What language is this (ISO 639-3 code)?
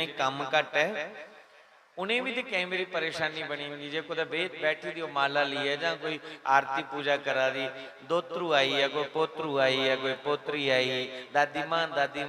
doi